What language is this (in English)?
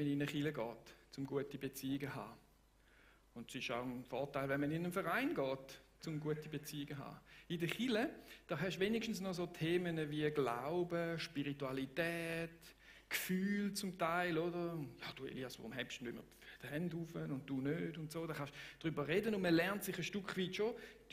Swiss German